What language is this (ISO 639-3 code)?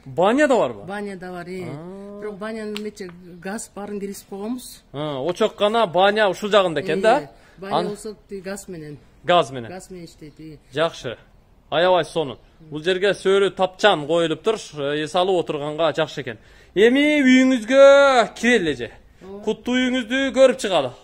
kir